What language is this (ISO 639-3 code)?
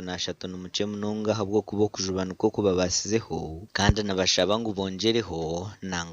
nyn